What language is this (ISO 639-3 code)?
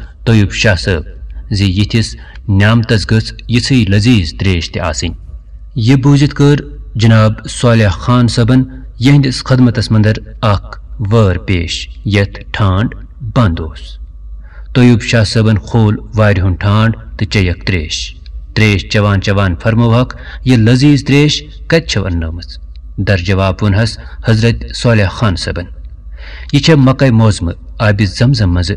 kas